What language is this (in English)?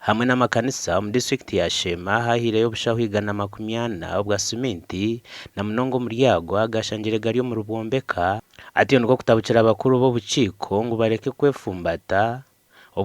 Nyankole